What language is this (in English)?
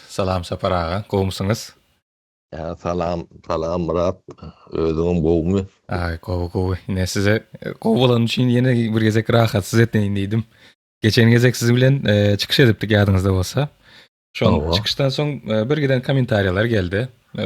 Turkmen